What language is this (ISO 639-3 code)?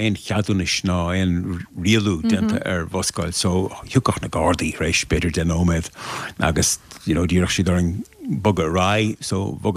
gle